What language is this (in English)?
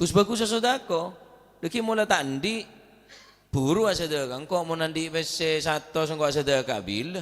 Madurese